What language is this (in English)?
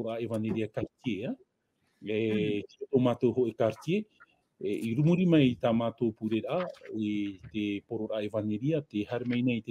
Tahitian